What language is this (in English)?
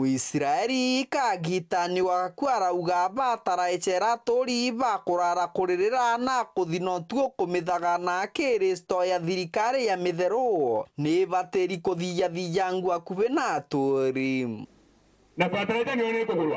Meru